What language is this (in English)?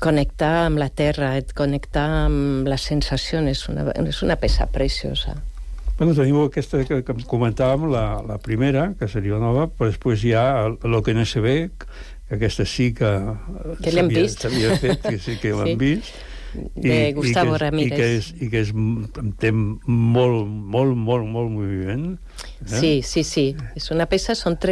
Catalan